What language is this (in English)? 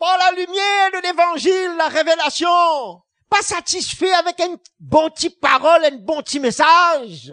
Morisyen